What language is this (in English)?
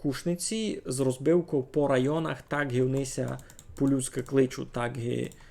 Rusyn